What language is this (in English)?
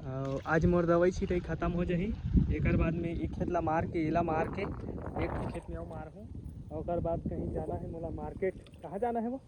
Chhattisgarhi